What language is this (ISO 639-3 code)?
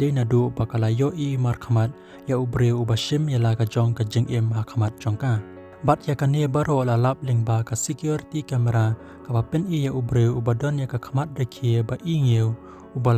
kha